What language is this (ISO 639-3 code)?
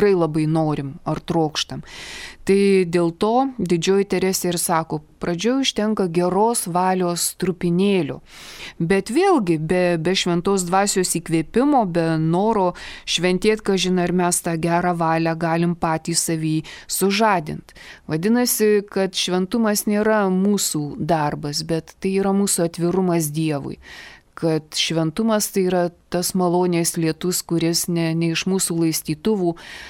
lit